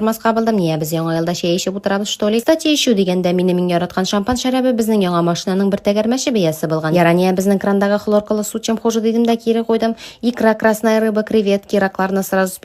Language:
Tatar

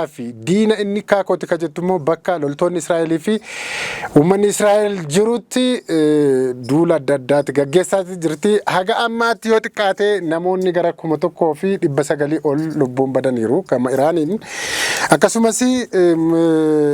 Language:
Oromo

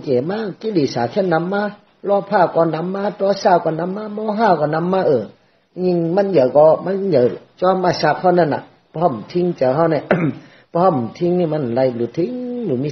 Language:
Shan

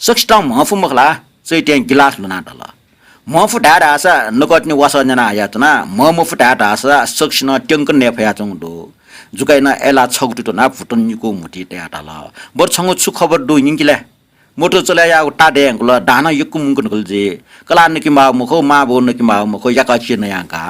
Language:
Newari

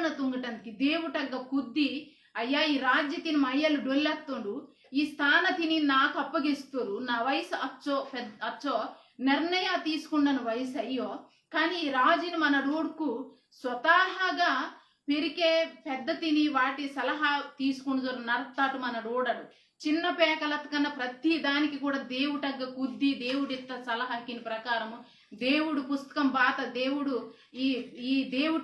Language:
Koya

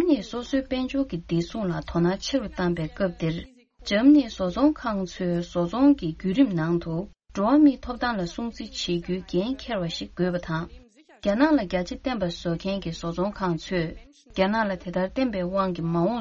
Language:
Tibetan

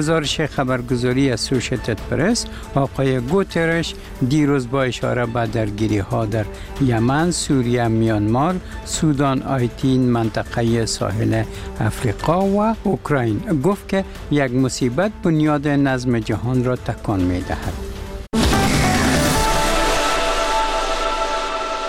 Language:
Persian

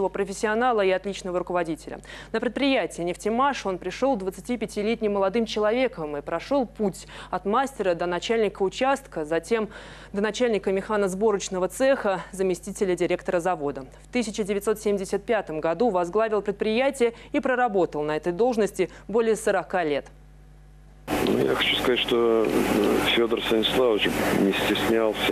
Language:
Russian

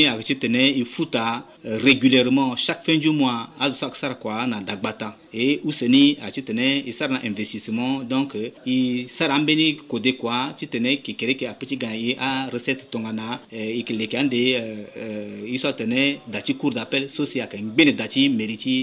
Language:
Sango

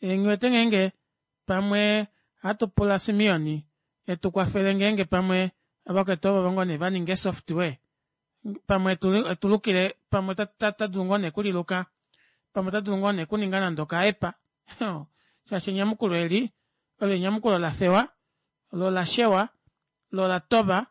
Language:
Kuanyama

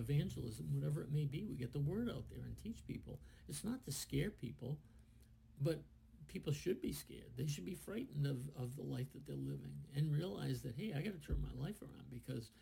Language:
English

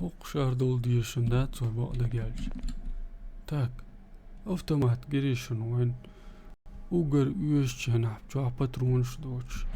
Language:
Chechen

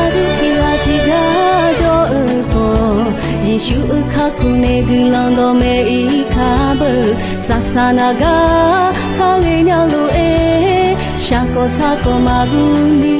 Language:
Akha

